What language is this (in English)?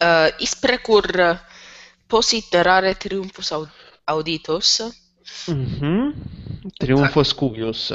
Latin